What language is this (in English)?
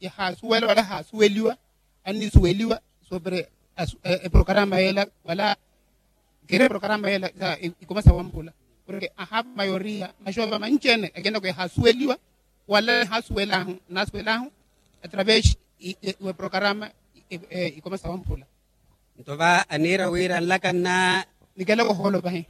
Makhuwa